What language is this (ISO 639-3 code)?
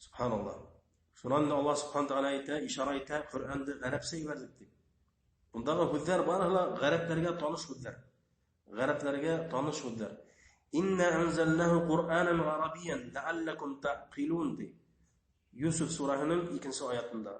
bak